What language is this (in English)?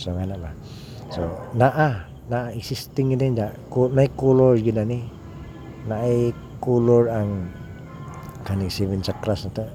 Cebuano